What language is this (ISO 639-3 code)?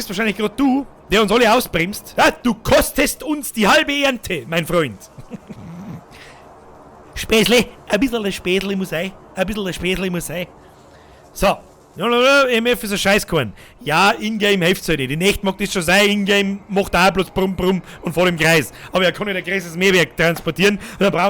bar